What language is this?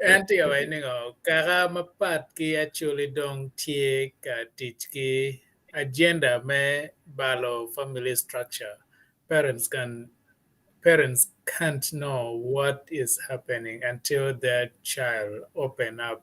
Acoli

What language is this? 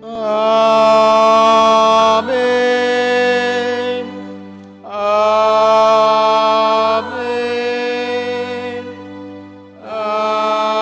Batak Simalungun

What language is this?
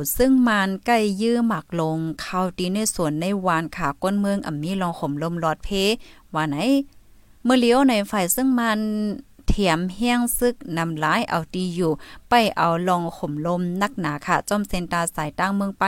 Thai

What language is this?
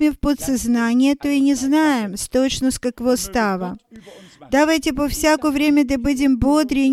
Bulgarian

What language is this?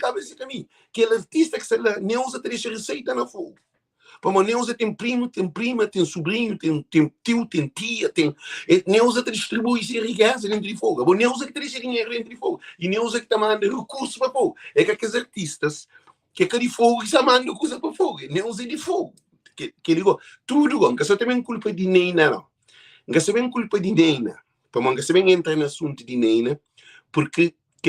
Kabuverdianu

